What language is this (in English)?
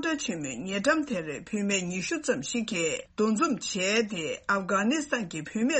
Tibetan